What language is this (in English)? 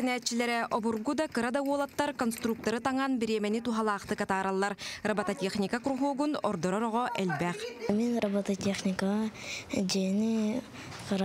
Yakut